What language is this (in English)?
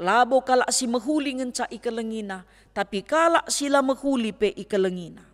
Batak Karo